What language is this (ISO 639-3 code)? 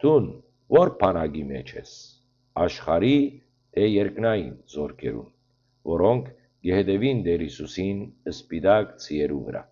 hyw